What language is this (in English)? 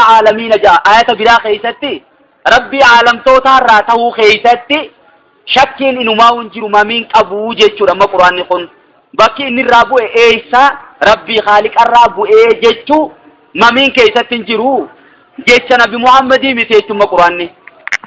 Oromo